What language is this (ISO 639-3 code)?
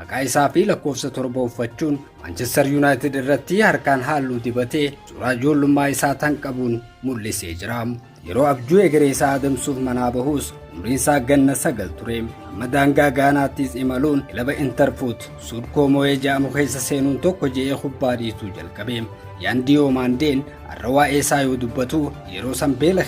orm